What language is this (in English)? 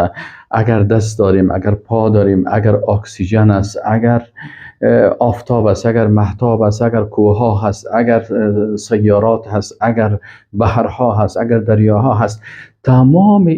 Persian